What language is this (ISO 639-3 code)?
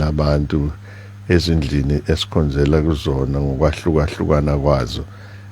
zul